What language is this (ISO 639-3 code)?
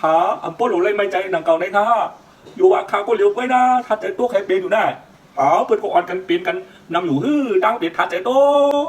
shn